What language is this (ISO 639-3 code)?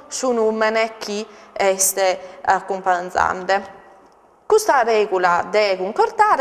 srd